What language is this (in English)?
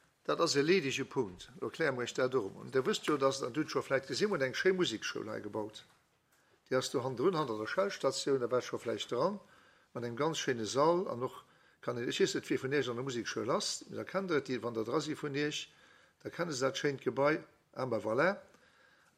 Luxembourgish